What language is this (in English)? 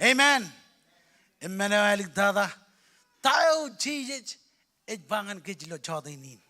Marshallese